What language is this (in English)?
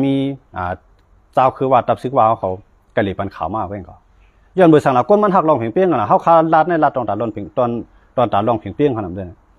Shan